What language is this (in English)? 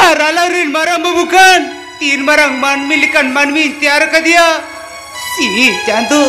Santali